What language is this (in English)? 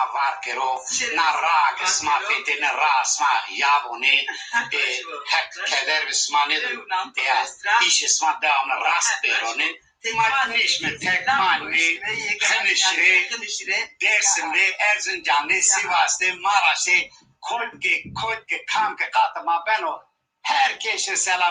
Zaza